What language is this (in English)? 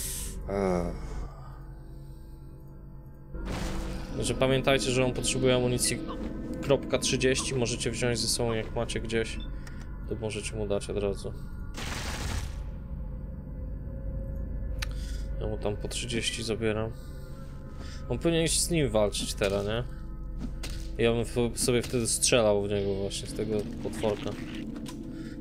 Polish